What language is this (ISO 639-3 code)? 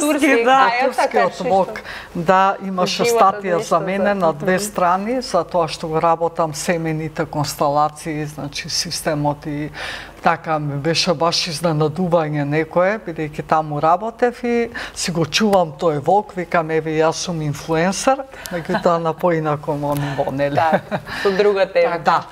mkd